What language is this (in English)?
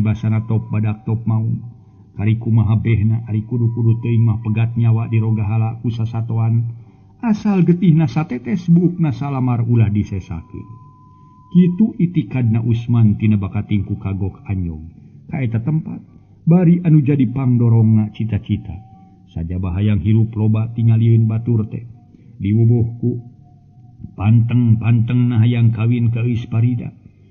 Sundanese